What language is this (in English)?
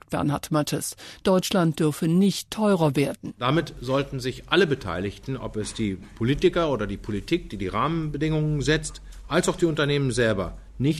German